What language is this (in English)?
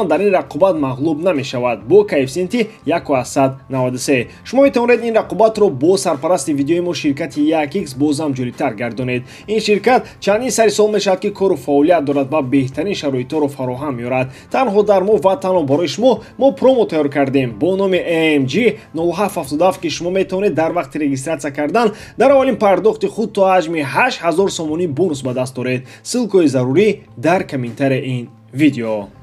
Tajik